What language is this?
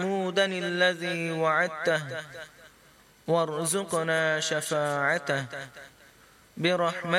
Arabic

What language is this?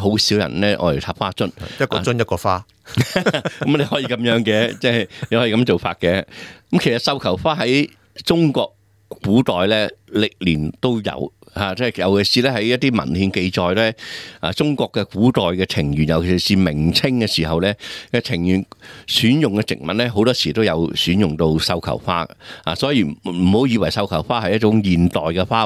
Cantonese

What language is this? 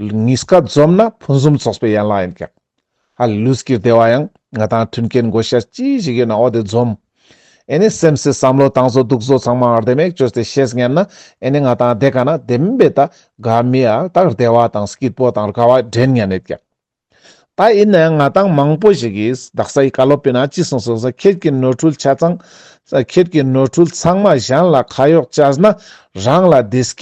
Ladakhi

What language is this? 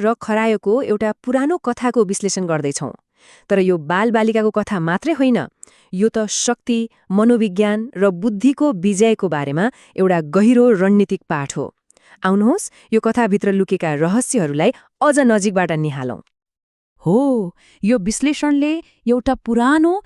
Nepali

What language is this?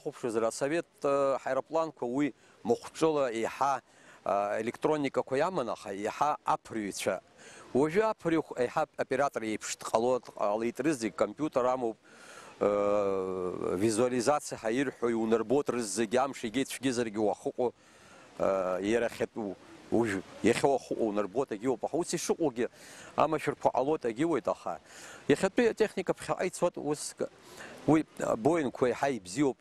Abkhazian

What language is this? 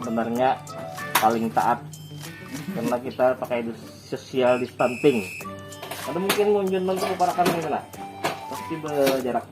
Banjar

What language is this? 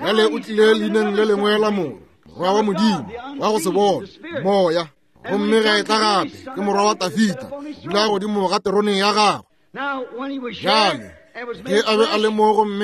Northern Sotho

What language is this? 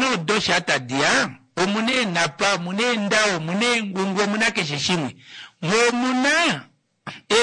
Kuanyama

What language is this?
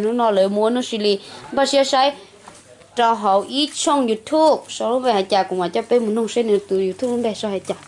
Hmong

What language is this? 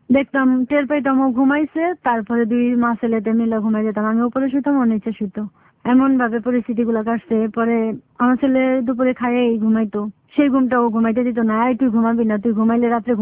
Bangla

